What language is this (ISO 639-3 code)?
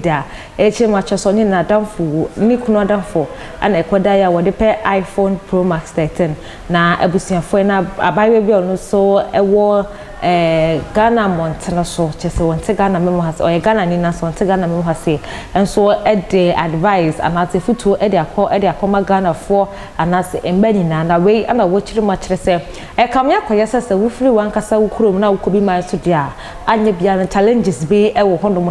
aka